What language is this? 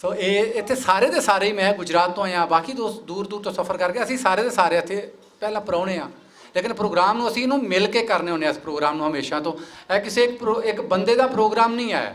Western Panjabi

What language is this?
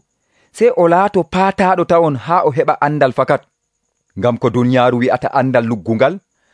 Nigerian Fulfulde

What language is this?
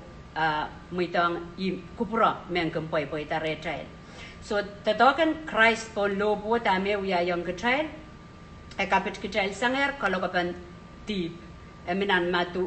Pohnpeian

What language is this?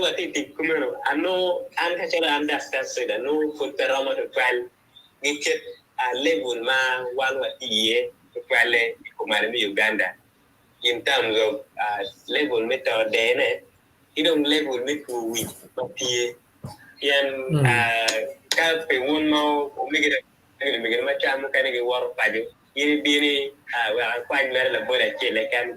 Acoli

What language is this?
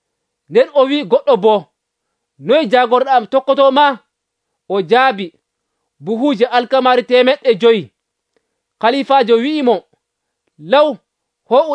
Nigerian Fulfulde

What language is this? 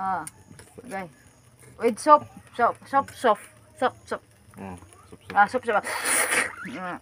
Cebuano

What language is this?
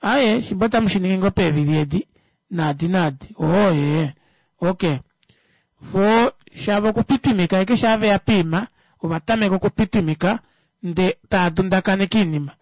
Kuanyama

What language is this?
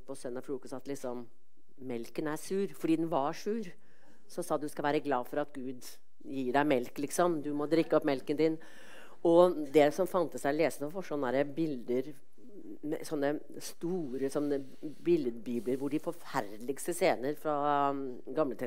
Norwegian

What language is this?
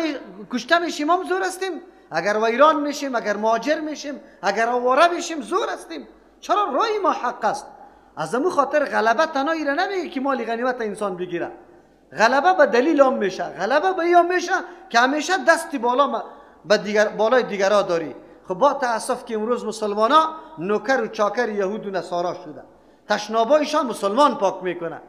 Persian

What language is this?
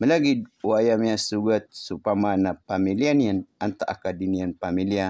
Maranao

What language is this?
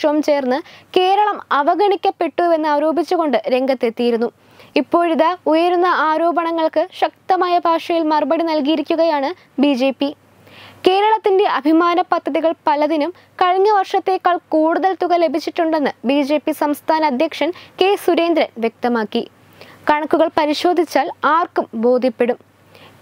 Malayalam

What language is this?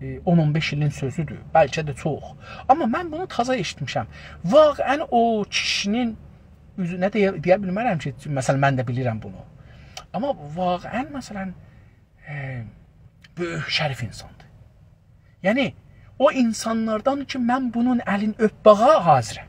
South Azerbaijani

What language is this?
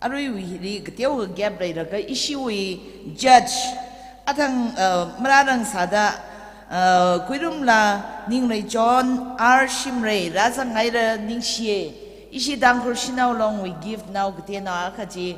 Tangkhul Naga (India)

